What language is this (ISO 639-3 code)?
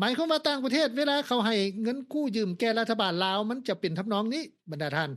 lao